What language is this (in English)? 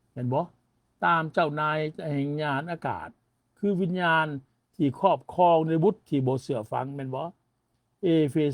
Lao